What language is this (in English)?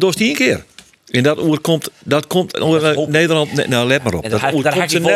Western Frisian